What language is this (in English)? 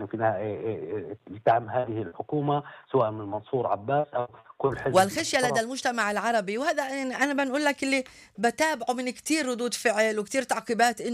North Levantine Arabic